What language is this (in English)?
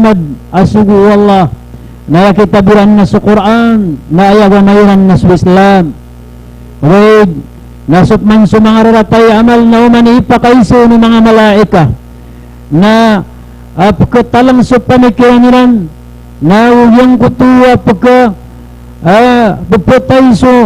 Maranao